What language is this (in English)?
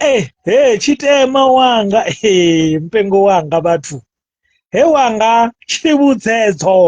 Venda